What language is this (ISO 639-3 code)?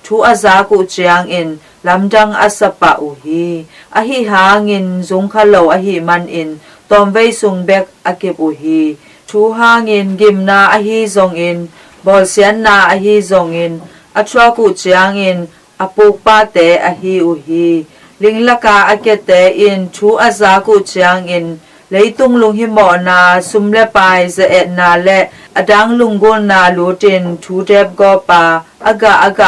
ctd